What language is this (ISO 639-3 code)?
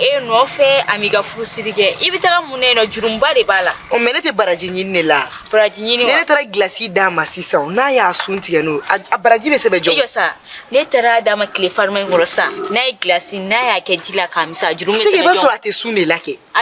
bam